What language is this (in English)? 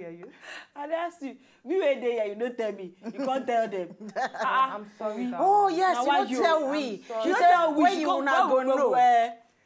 Nigerian Pidgin